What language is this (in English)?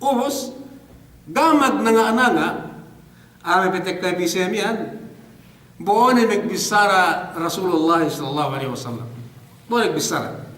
Yakan